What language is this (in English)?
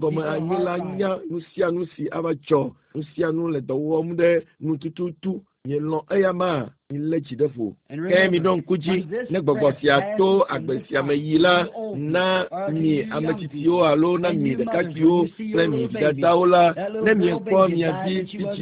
Ewe